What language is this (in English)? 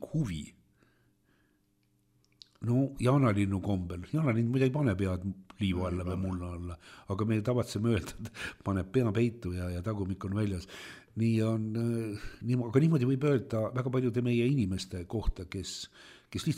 Estonian